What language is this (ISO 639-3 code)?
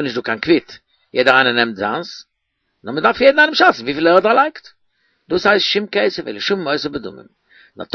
yid